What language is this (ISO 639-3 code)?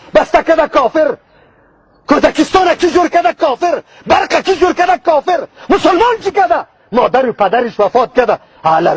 fas